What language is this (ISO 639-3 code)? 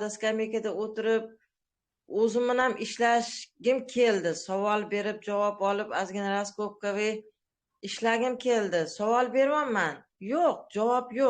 uzb